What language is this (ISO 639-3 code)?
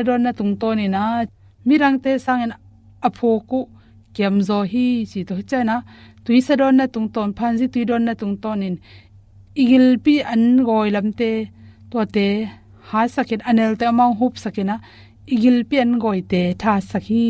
ctd